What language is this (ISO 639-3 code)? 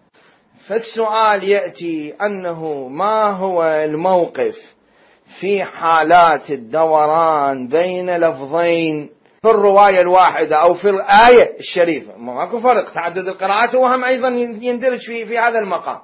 acm